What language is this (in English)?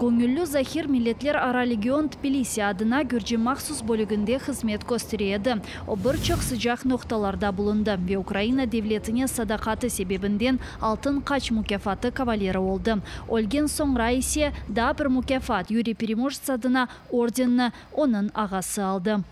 Crimean Tatar